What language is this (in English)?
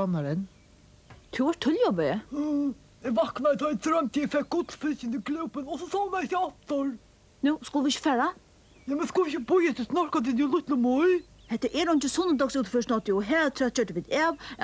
Faroese